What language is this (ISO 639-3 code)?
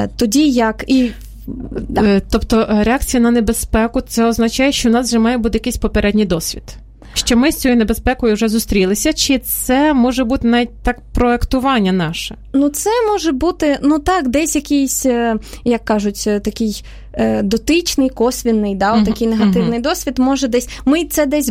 ukr